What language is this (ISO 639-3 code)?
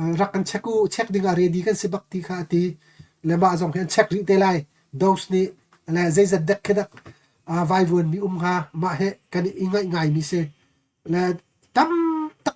cnh